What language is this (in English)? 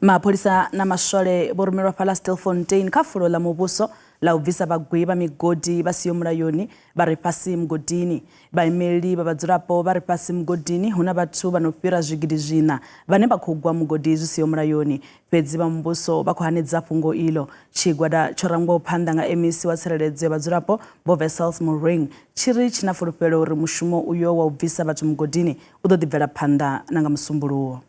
Venda